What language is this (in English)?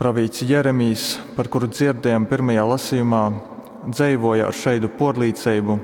Latgalian